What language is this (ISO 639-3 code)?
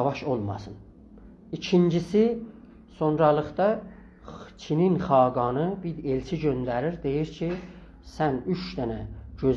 azb